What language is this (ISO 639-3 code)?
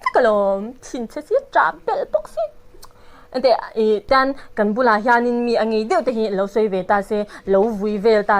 lus